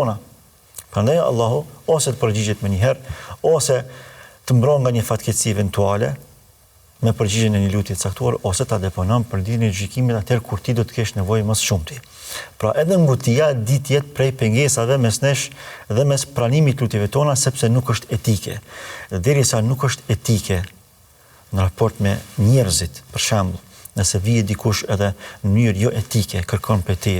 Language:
Albanian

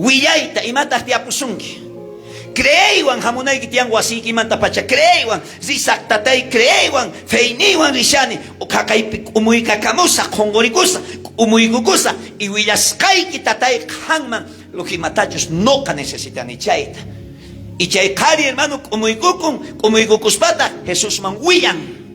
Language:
South Bolivian Quechua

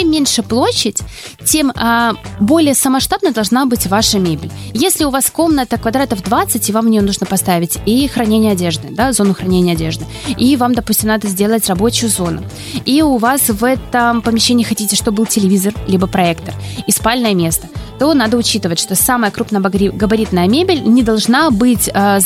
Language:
Russian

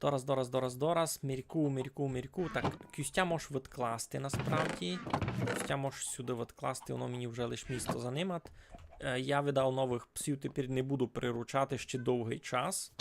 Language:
Rusyn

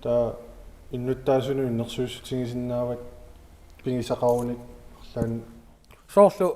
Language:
Kalaallisut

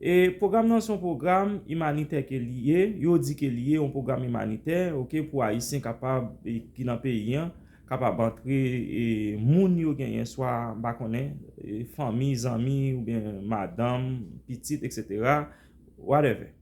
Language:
Haitian Creole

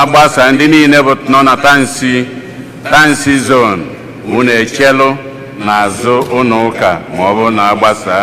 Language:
Igbo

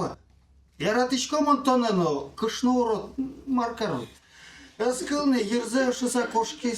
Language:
Udmurt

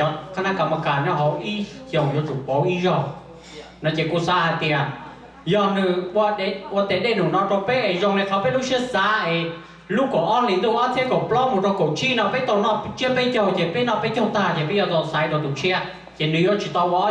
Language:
Hmong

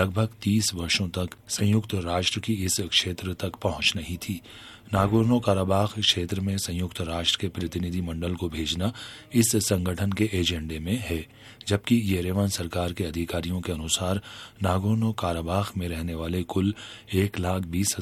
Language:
Hindi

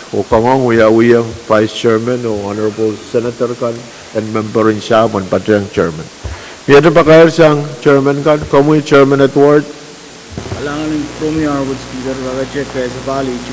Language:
Pohnpeian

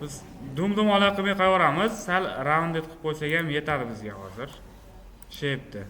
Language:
Uzbek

